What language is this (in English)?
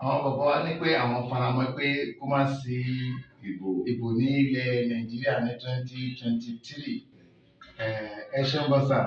Yoruba